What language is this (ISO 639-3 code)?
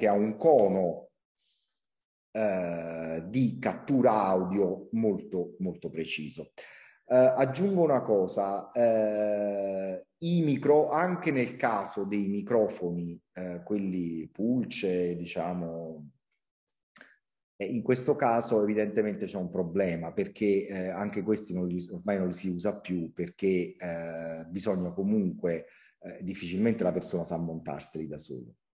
ita